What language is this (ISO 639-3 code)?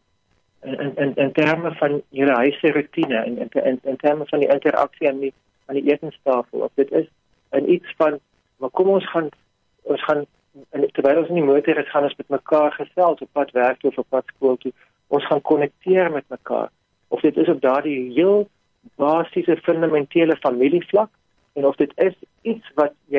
afr